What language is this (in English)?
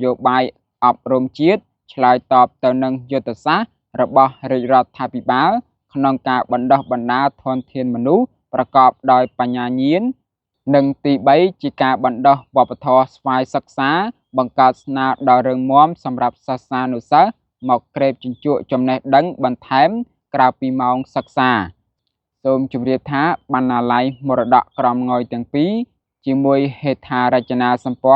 Khmer